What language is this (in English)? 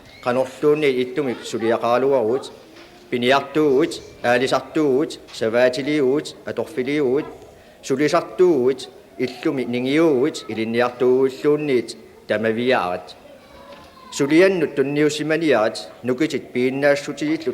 Kalaallisut